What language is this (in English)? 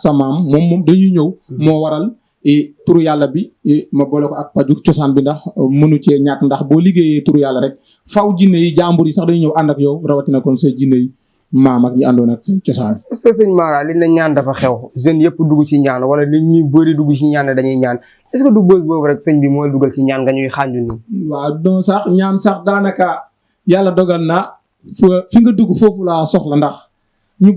Wolof